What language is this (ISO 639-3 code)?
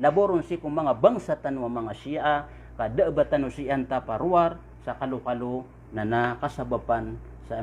mrw